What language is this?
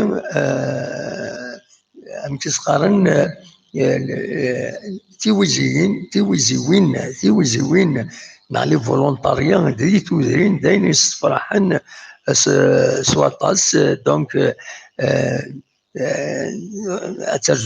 Kabyle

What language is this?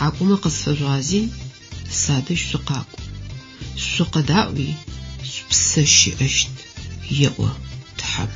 Adyghe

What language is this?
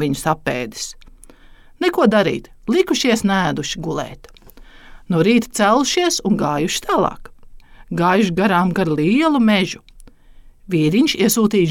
Latvian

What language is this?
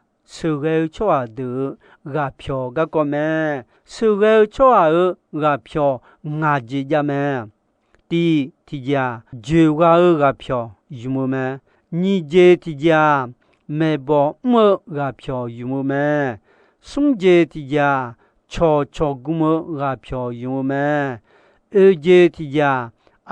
Akha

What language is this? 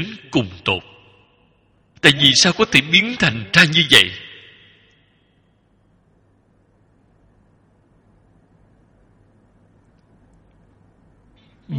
Vietnamese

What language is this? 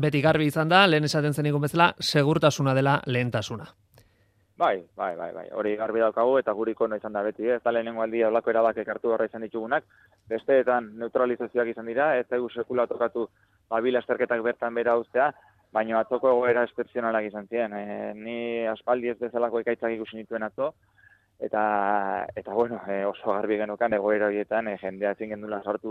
Basque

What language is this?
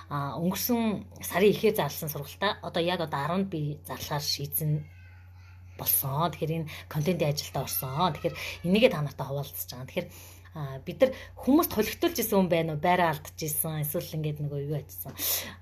Mongolian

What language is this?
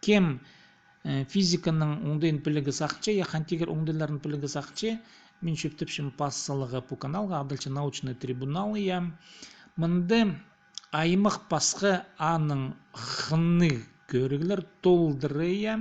Khakas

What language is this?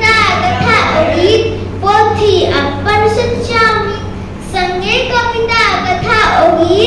Maithili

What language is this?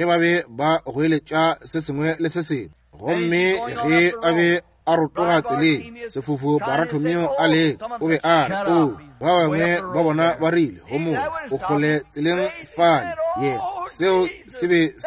Northern Sotho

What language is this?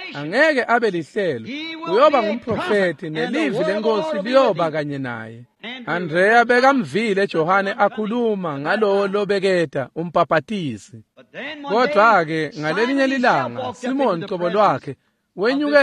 Swati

